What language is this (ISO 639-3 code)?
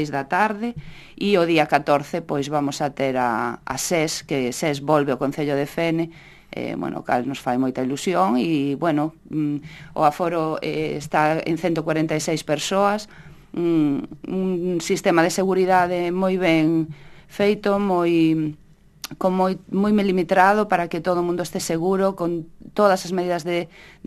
glg